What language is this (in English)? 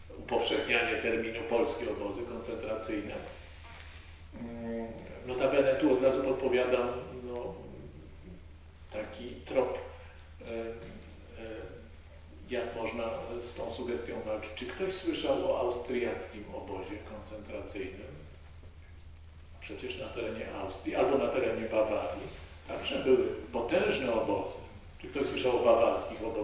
Polish